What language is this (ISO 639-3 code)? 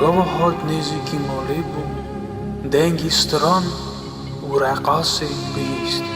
kur